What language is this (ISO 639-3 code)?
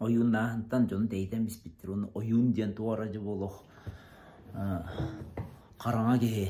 sah